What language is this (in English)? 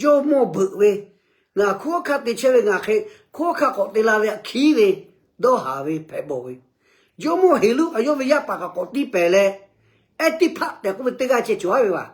Lahu